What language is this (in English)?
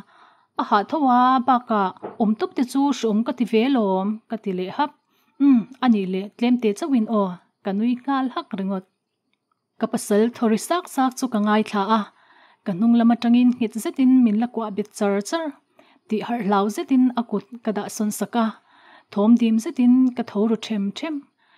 Mizo